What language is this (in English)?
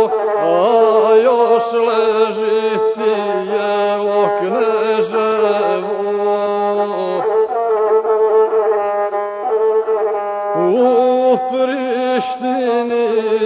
Croatian